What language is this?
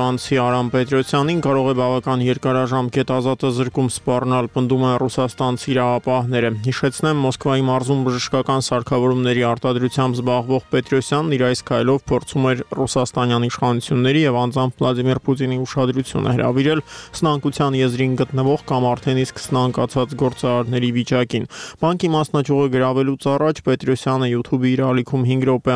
Armenian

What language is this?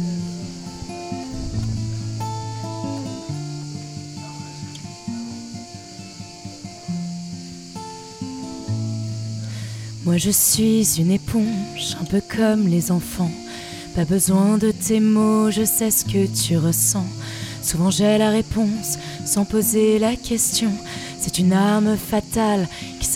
French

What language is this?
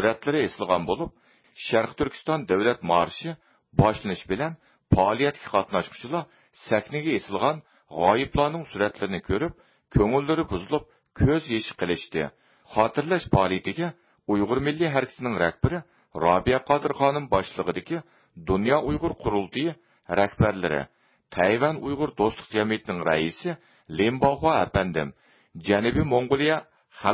Uyghur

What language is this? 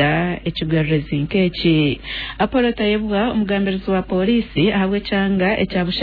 Nyankole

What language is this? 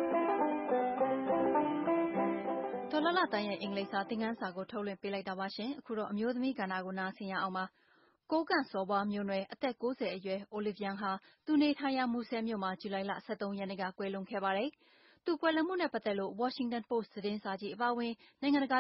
Burmese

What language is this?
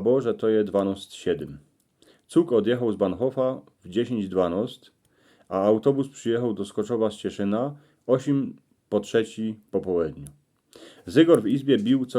Silesian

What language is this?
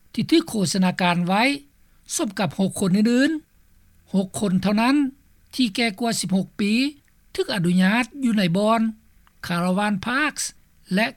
Lao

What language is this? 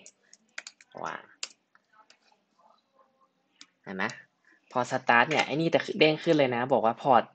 Thai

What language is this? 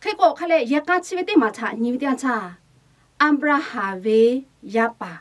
Lahu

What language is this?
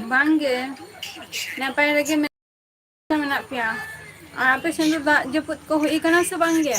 Santali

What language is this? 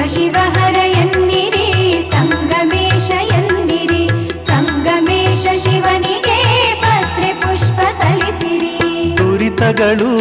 Kannada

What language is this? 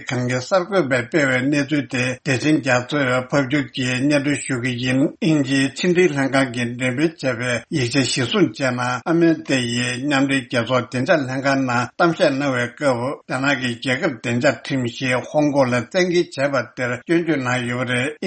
Tibetan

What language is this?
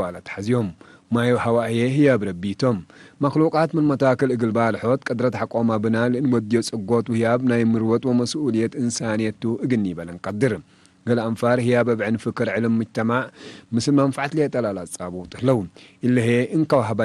Tigre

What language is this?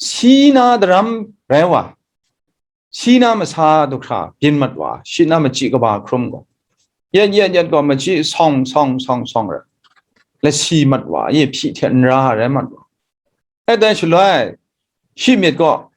Kachin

